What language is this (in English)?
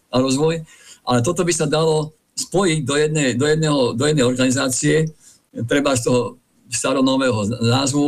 Slovak